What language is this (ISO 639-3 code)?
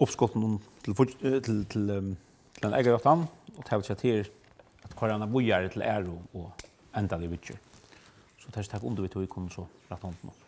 fao